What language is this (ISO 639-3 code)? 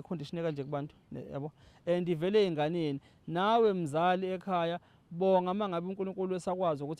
zul